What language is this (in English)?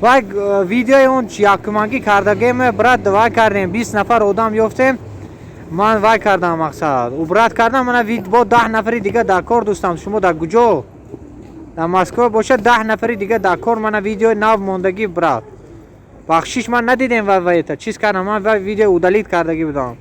Tajik